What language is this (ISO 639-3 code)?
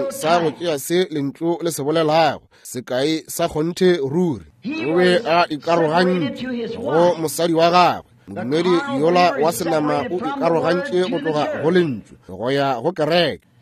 nso